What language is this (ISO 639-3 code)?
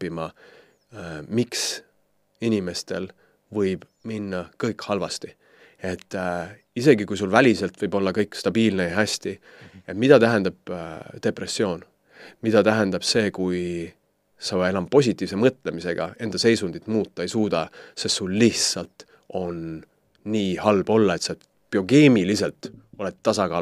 est